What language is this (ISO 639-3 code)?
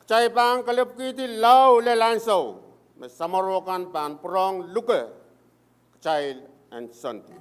pon